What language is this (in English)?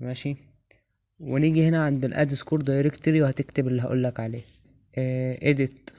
Egyptian Arabic